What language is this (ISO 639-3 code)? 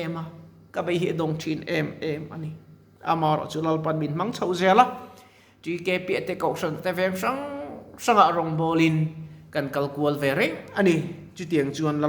lus